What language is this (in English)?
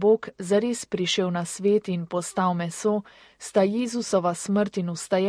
Slovenian